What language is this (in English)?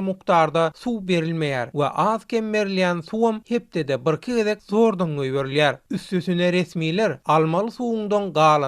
Turkmen